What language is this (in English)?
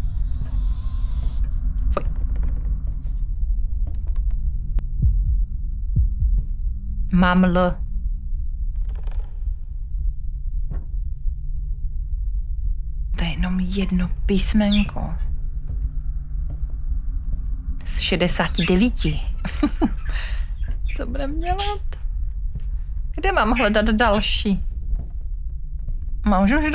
Czech